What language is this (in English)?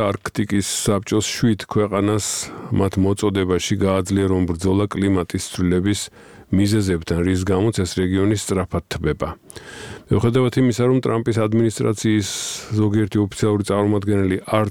Georgian